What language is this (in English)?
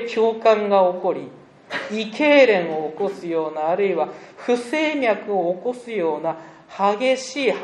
Japanese